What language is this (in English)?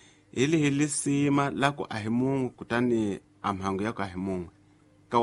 Tsonga